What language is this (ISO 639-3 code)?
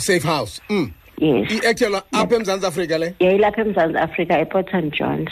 xho